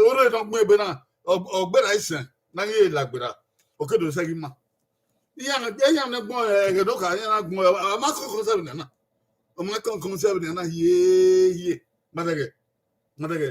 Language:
Bini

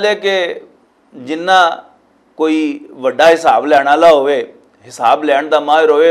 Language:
Western Panjabi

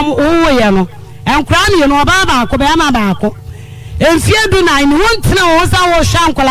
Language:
Akan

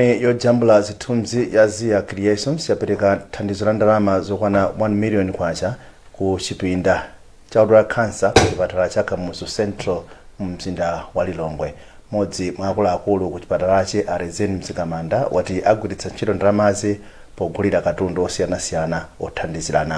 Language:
Nyanja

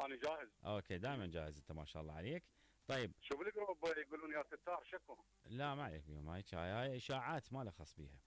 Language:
Mesopotamian Arabic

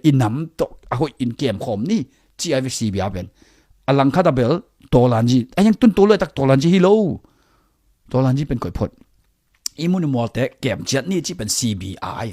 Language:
Tedim Chin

